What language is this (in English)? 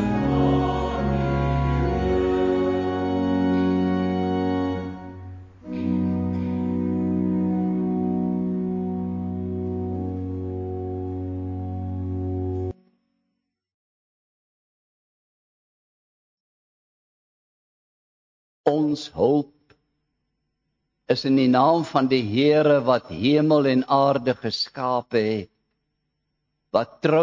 Afrikaans